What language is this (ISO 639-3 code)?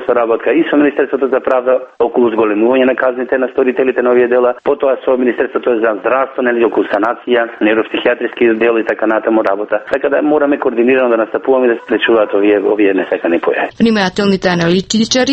mkd